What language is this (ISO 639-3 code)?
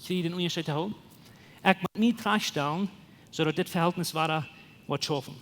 pdt